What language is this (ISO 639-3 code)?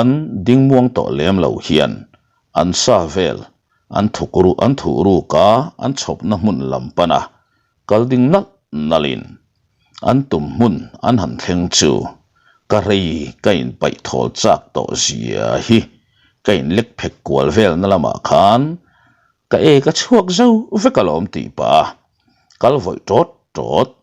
lus